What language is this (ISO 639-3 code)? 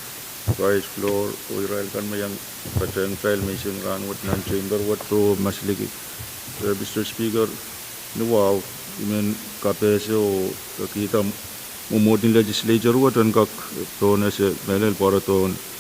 pon